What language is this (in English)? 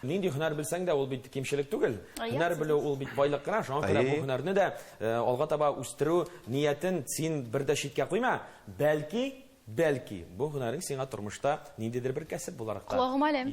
Tatar